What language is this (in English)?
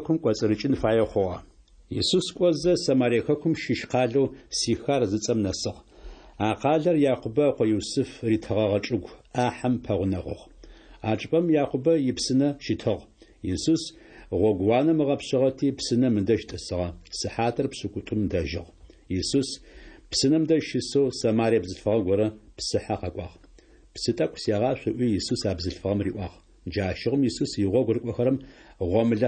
Adyghe